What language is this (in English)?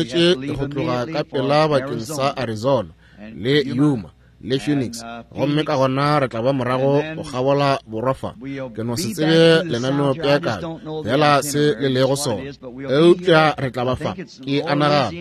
Northern Sotho